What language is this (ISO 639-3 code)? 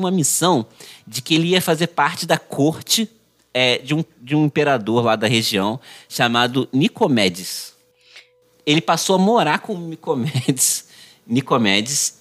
por